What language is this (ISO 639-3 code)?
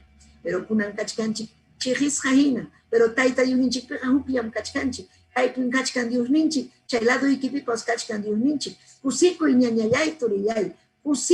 quy